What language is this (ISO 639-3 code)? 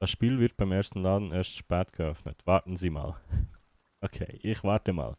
gsw